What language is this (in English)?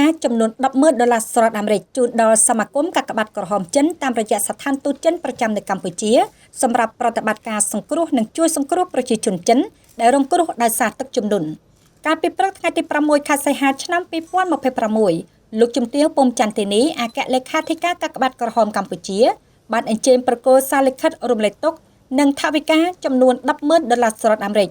Khmer